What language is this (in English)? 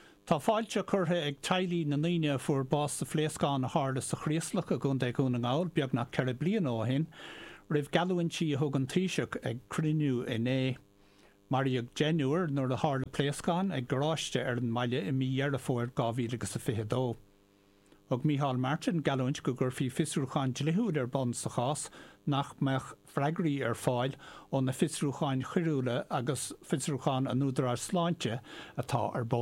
Irish